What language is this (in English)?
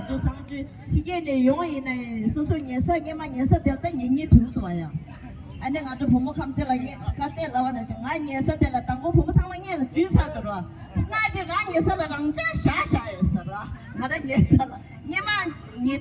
Tibetan